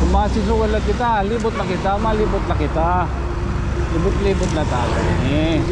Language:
Waray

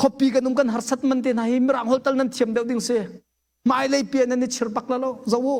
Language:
Hakha Chin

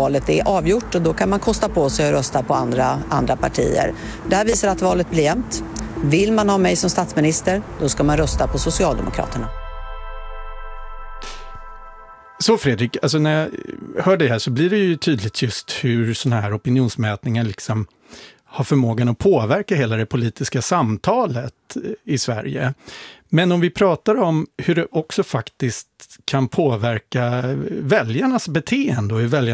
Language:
Swedish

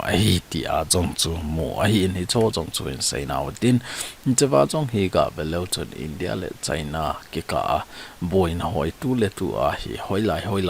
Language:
Thado Chin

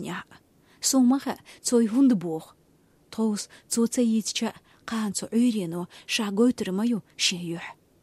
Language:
Chechen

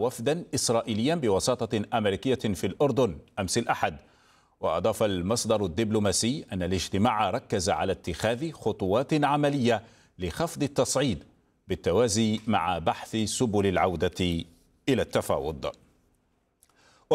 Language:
Arabic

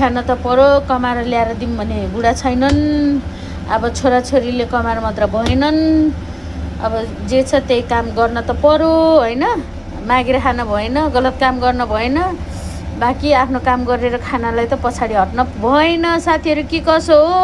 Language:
Nepali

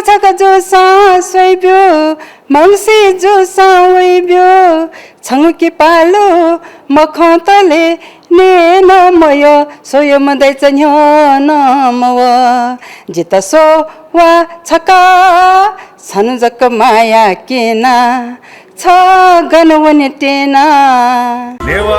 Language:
Newari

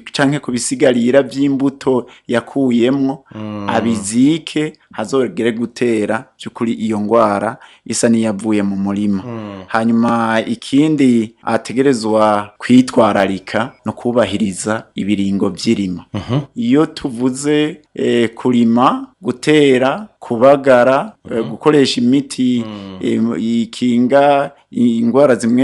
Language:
Rundi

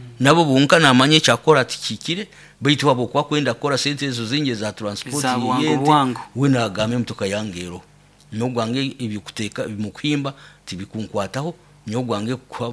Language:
Nyoro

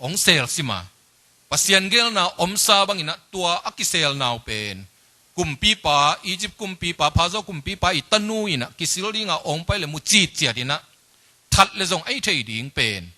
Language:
Tedim Chin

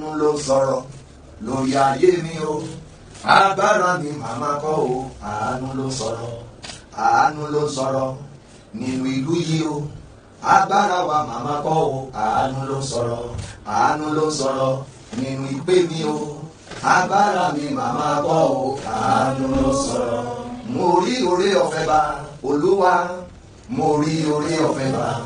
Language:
Yoruba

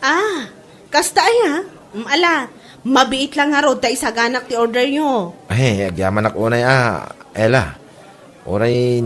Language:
Iloko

